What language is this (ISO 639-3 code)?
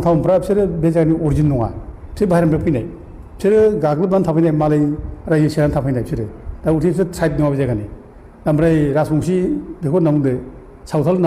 brx